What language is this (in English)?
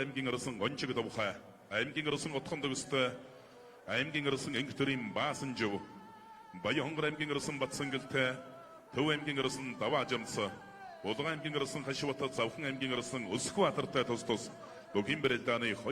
Mongolian